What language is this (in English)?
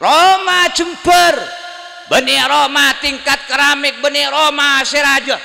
Madurese